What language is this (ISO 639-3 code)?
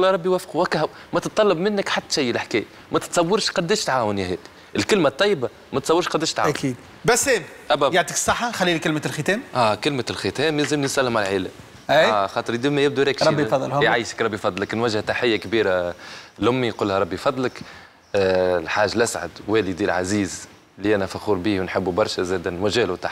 aeb